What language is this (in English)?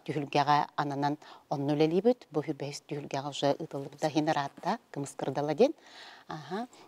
Yakut